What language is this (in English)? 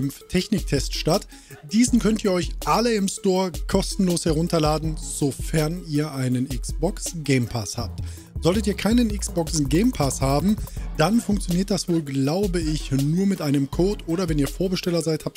German